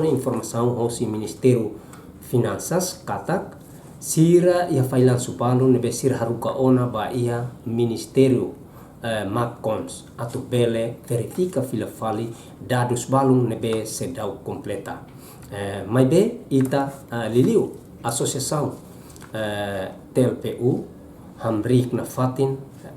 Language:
Tetum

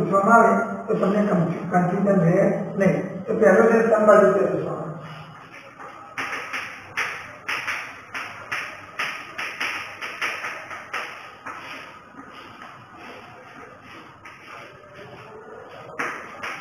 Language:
Gujarati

